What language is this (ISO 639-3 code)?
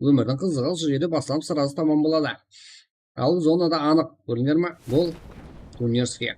kaa